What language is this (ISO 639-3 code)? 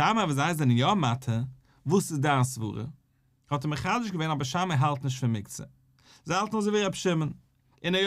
yid